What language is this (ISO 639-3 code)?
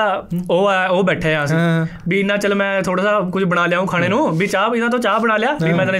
pan